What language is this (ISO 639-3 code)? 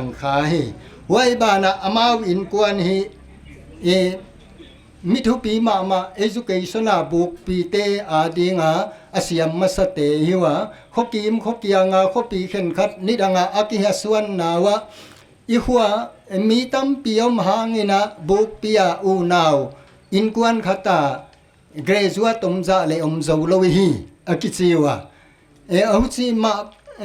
pck